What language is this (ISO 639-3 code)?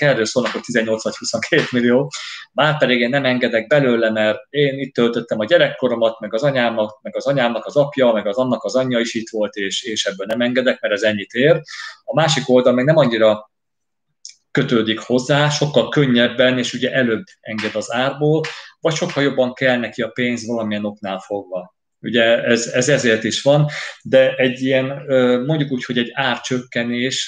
hun